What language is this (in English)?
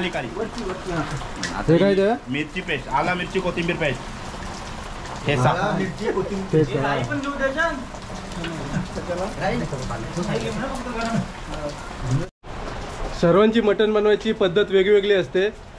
Marathi